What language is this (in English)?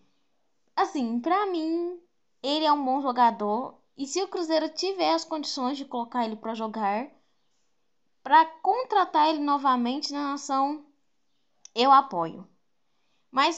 Portuguese